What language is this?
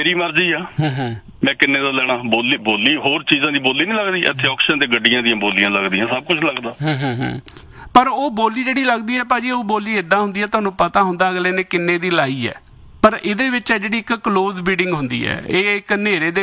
Punjabi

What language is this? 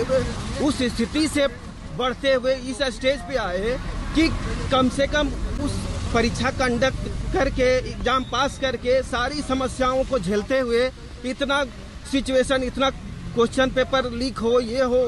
Hindi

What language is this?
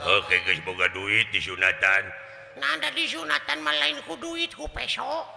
Sundanese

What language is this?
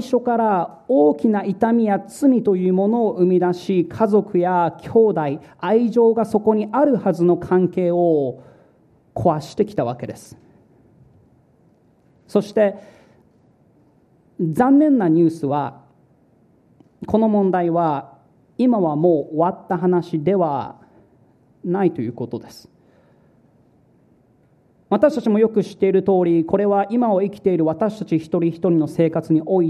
Japanese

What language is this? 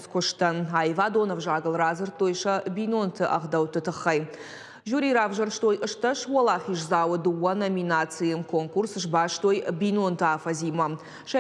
Ossetic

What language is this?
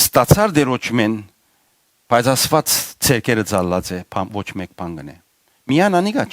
Western Armenian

